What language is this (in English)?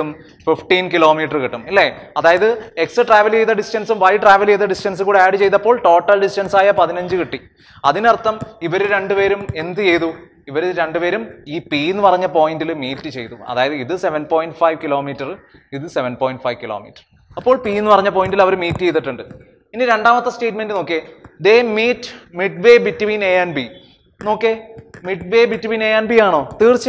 Malayalam